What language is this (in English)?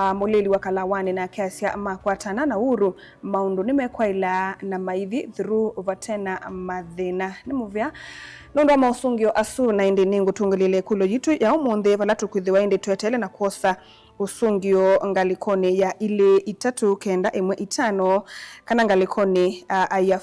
Kamba